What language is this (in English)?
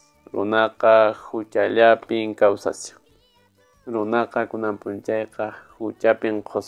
Quechua